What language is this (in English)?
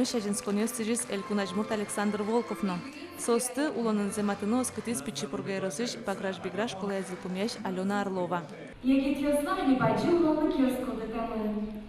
Udmurt